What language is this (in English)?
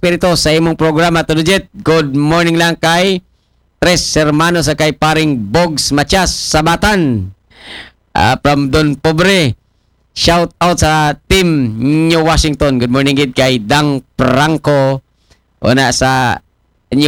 Aklanon